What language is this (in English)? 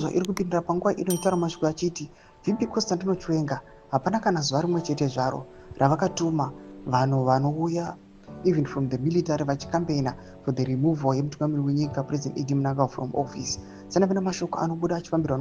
Shona